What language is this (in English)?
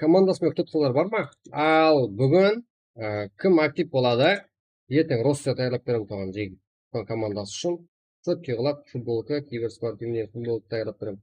Kara-Kalpak